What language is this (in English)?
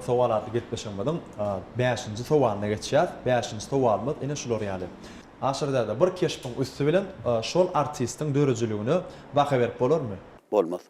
Turkmen